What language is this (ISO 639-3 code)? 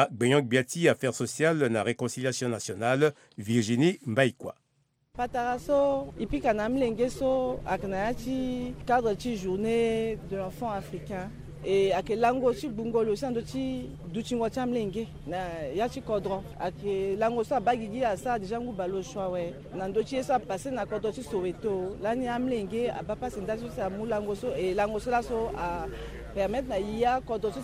sag